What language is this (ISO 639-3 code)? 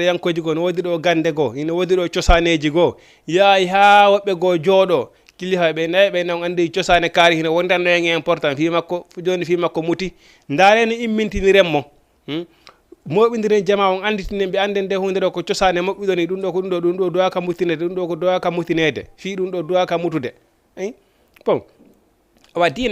ful